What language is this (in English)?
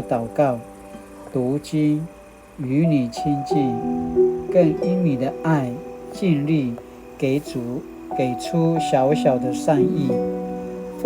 Paiwan